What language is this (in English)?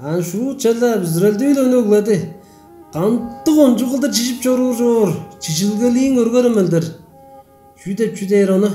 Tuvinian